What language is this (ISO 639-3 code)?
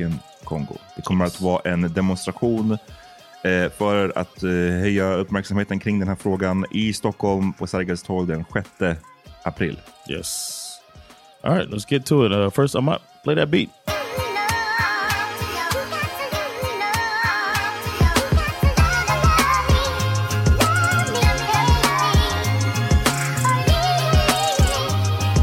swe